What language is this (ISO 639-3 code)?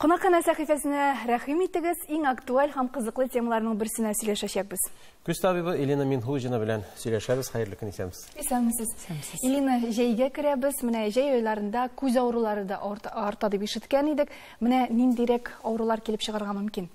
tat